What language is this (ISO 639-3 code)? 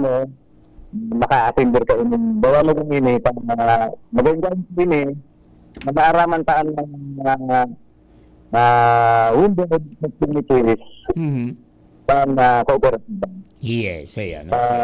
bik